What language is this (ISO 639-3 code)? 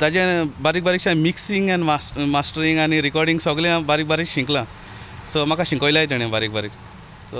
kok